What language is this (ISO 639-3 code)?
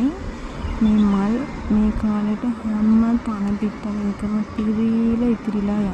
sin